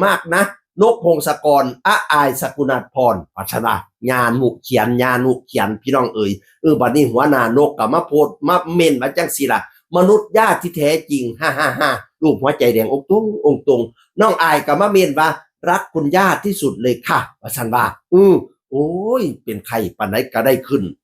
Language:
Northeastern Thai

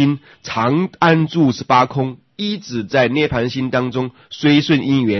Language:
Chinese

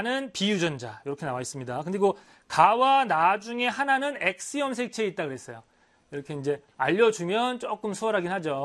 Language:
Korean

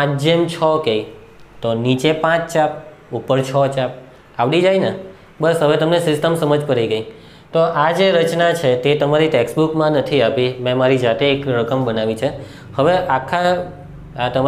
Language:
Gujarati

